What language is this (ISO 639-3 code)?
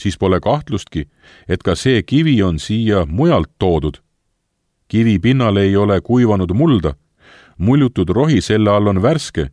est